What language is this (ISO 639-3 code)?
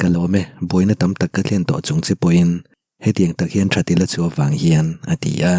lus